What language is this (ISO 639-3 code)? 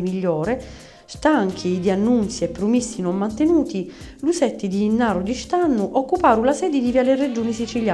scn